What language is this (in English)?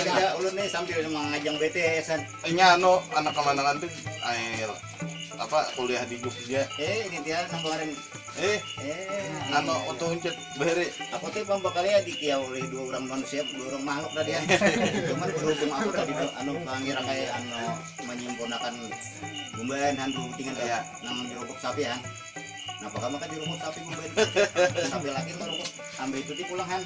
Banjar